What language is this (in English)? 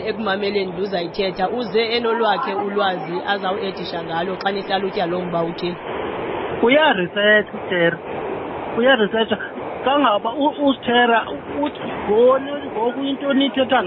Xhosa